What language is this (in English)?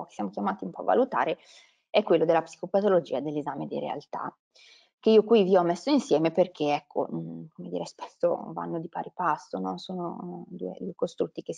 Italian